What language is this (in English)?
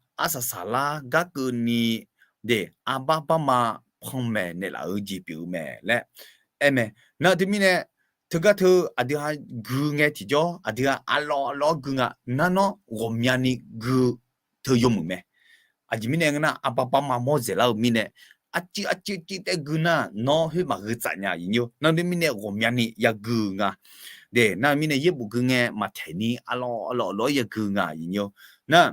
Akha